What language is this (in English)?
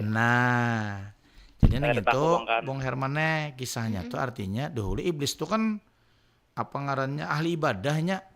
Banjar